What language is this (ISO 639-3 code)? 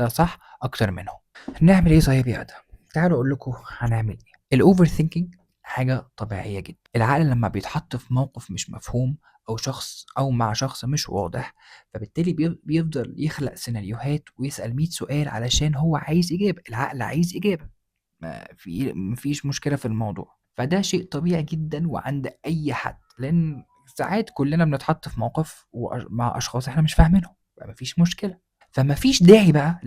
arz